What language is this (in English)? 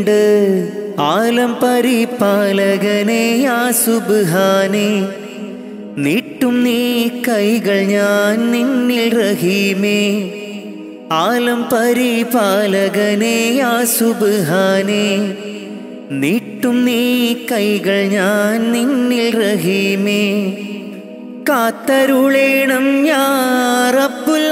Malayalam